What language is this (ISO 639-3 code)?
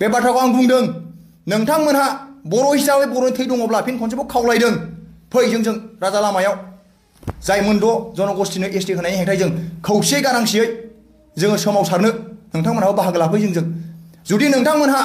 brx